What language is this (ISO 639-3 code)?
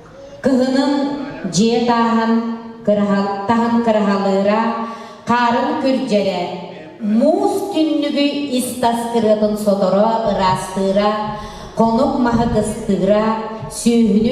sah